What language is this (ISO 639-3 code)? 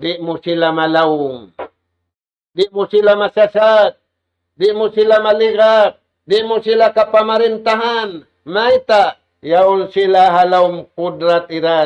tsg